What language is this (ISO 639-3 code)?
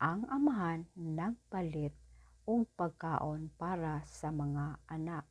ceb